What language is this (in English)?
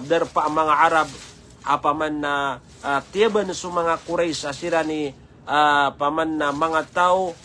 Maranao